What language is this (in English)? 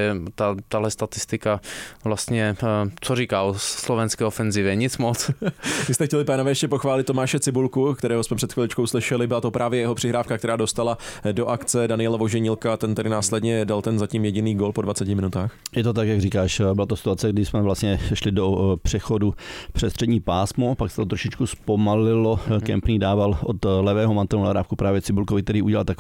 Czech